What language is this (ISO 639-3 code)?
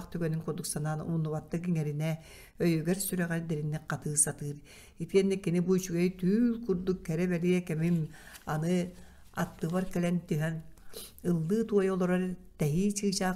sah